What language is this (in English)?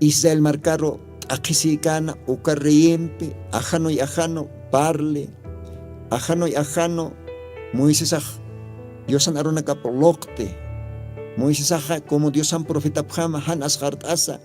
Aymara